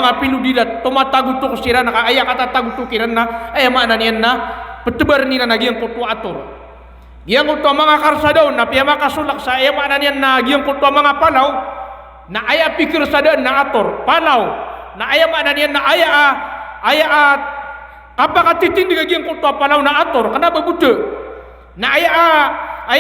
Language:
Maranao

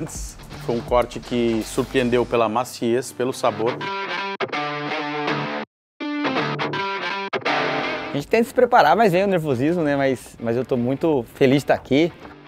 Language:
Portuguese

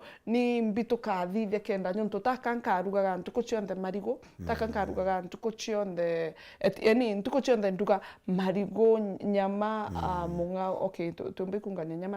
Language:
Meru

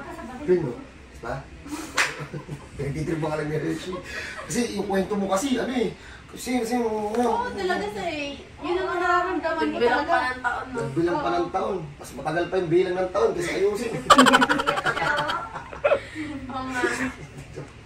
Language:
Filipino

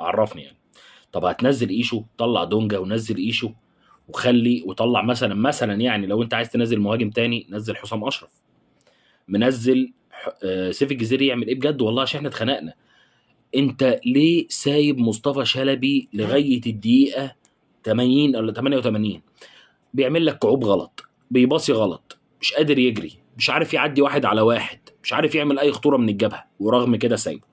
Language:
Egyptian Arabic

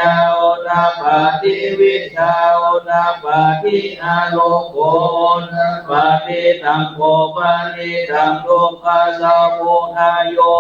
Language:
Pali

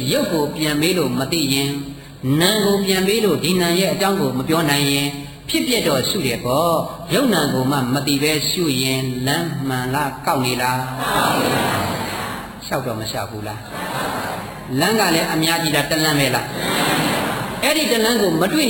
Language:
Burmese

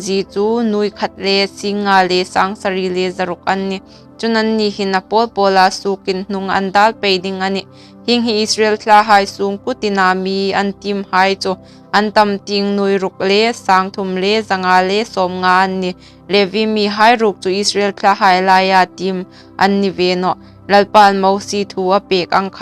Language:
Hmar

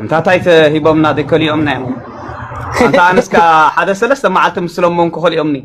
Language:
Tigrinya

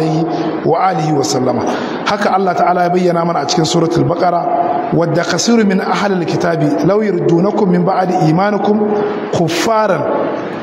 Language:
Hausa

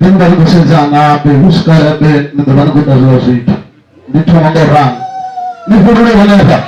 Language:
Venda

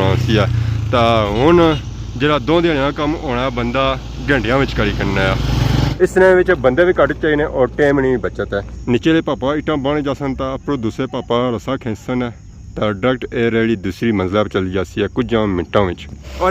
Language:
Pahari-Potwari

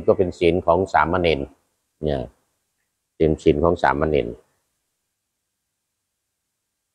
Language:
Thai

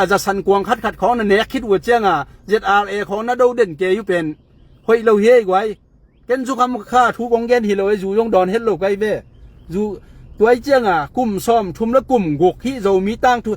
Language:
Tedim Chin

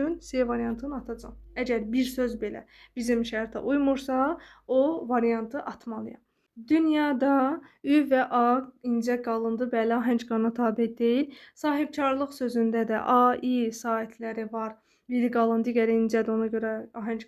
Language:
Azerbaijani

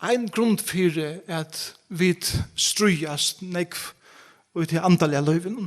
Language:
Faroese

